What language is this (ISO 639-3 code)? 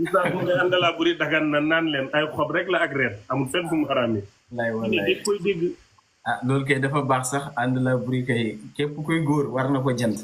wol